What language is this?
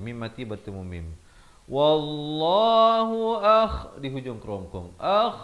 Malay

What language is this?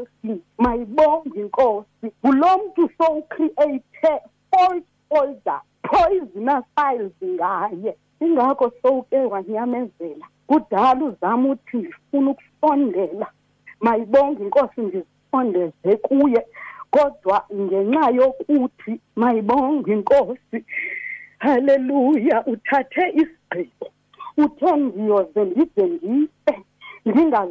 Xhosa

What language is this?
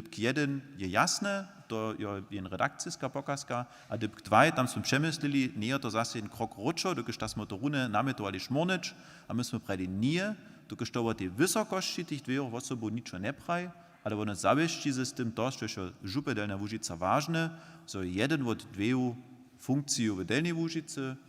Upper Sorbian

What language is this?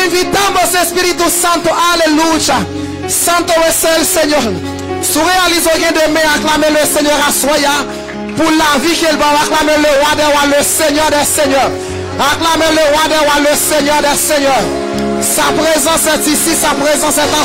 French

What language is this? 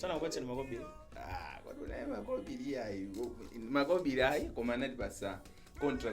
Nyanja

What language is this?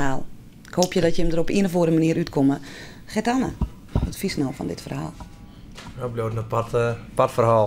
Western Frisian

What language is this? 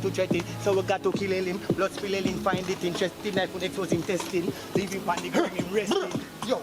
Jamaican Creole English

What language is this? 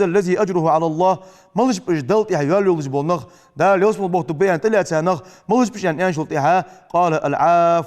Ingush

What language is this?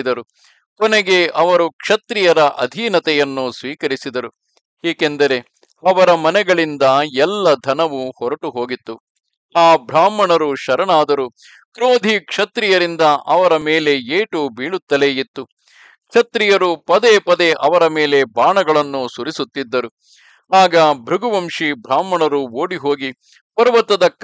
Kannada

